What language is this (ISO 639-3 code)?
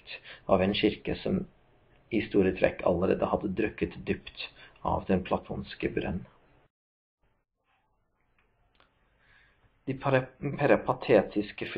nor